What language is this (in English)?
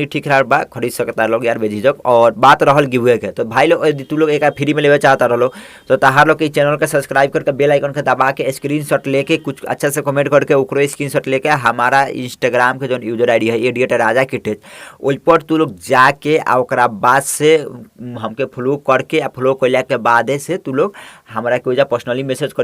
Bhojpuri